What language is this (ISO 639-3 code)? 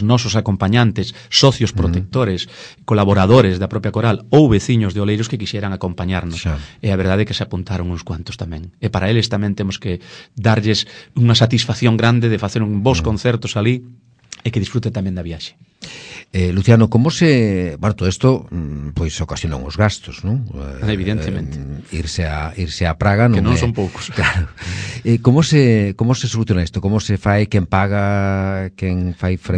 glg